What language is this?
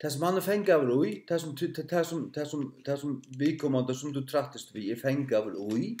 Faroese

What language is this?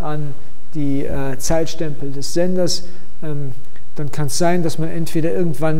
German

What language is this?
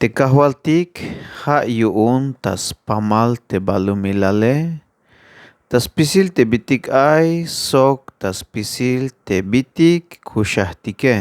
Tzeltal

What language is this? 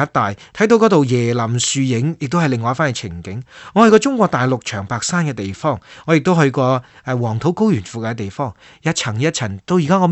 Cantonese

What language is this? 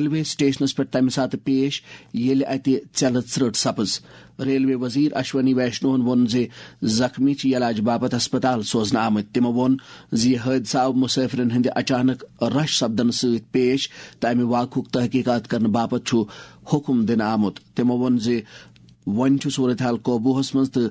Kashmiri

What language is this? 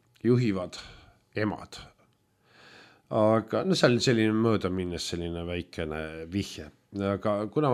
Estonian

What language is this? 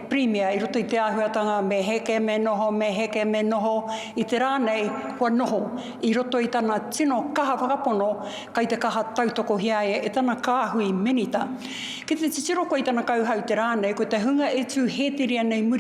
Māori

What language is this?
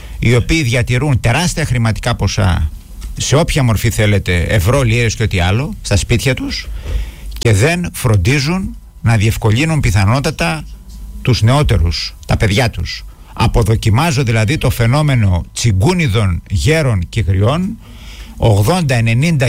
Greek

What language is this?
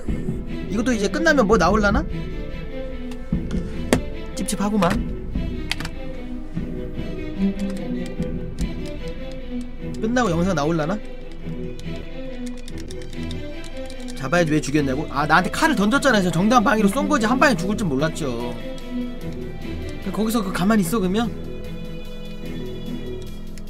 Korean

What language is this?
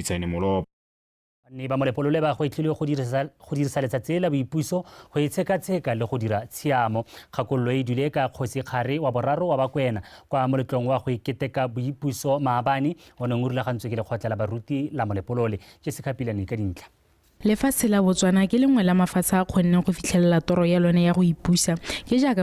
Tswana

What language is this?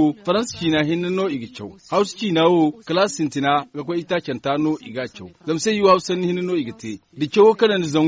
Zarma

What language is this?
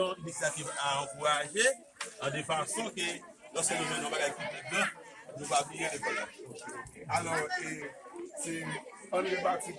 Haitian Creole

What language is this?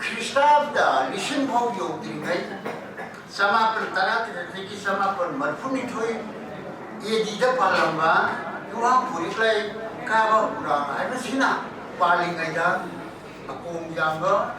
Manipuri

